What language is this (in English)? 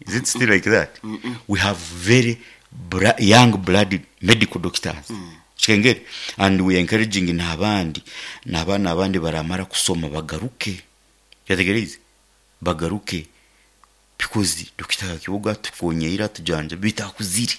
Nyankole